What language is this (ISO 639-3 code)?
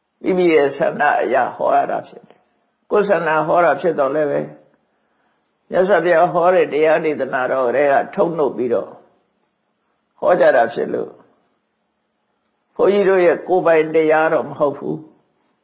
mya